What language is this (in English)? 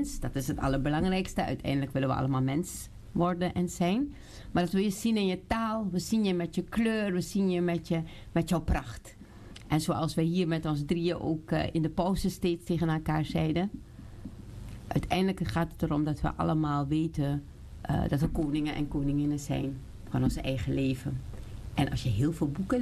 Dutch